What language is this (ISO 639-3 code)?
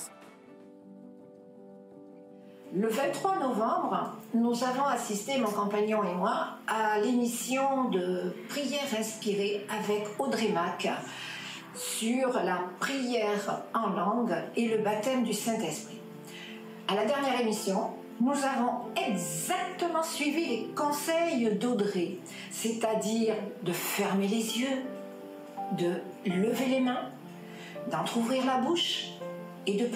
fra